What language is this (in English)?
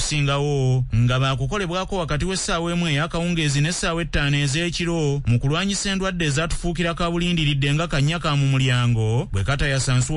Ganda